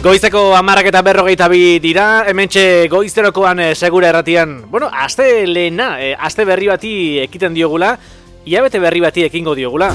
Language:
Basque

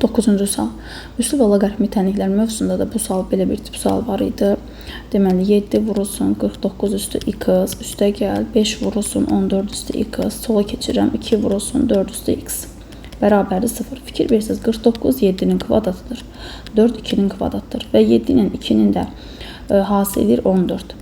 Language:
Azerbaijani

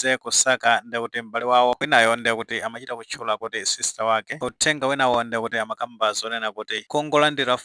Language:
Nyanja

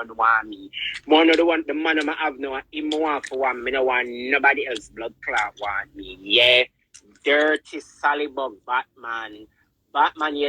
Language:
Jamaican Creole English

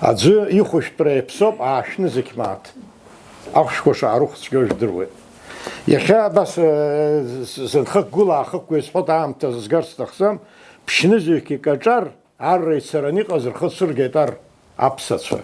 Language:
Abkhazian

